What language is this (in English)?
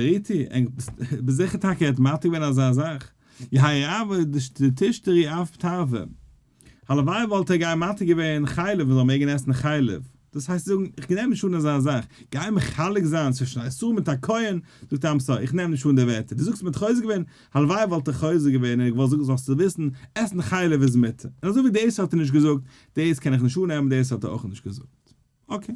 Yiddish